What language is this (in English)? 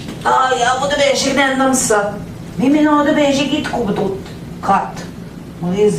Central Ojibwa